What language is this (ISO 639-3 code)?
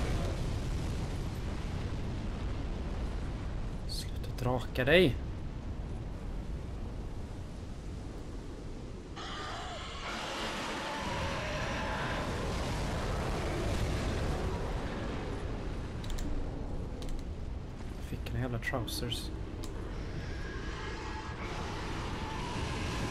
swe